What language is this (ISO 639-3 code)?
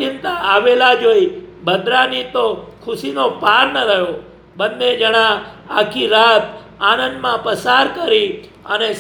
guj